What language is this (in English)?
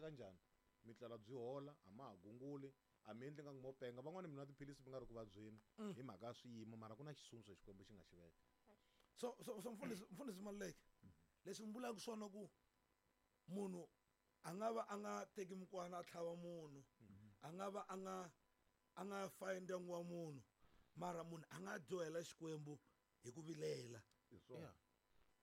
Tsonga